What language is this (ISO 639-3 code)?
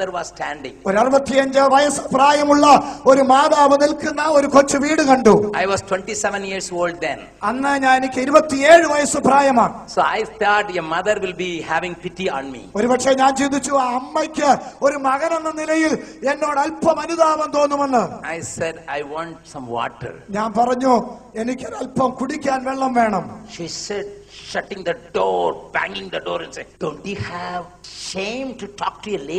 mal